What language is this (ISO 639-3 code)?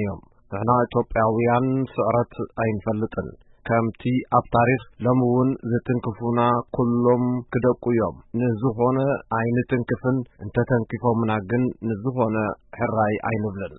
tir